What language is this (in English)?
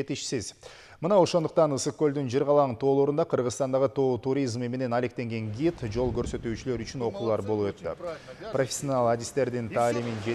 Kyrgyz